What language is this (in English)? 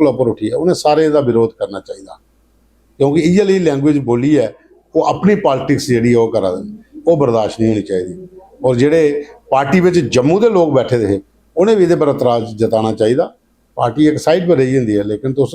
Dogri